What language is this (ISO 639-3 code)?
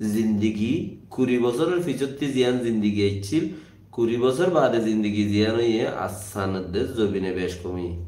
rhg